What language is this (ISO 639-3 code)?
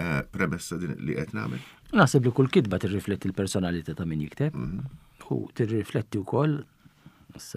mlt